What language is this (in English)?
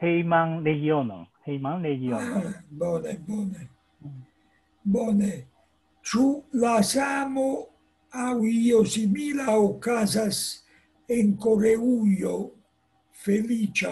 Esperanto